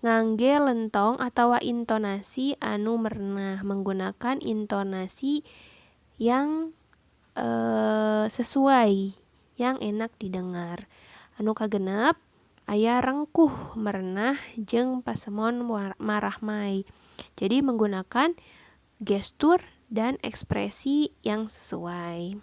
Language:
Sundanese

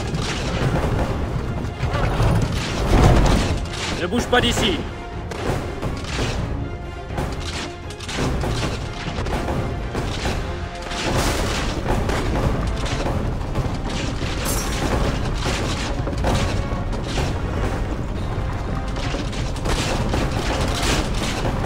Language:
French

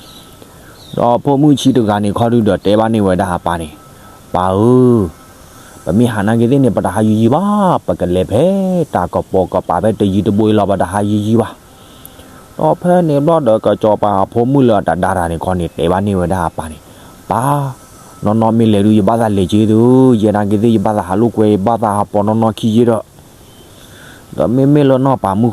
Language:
S'gaw Karen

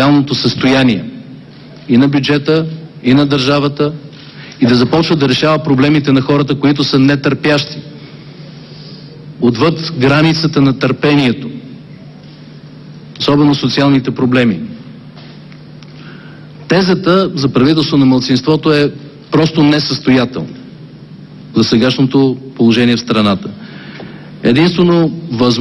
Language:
Bulgarian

